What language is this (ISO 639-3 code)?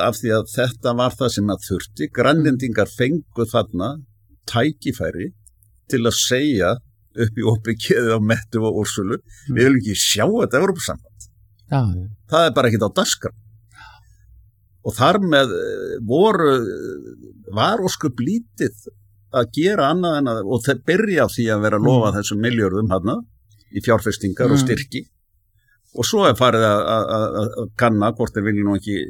isl